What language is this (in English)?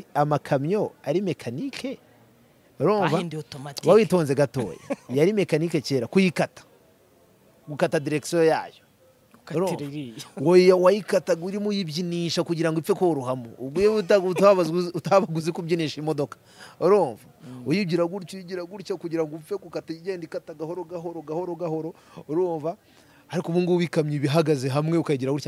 Kinyarwanda